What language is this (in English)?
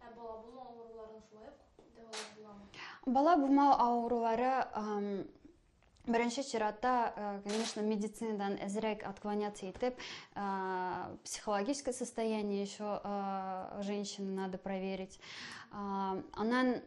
Tatar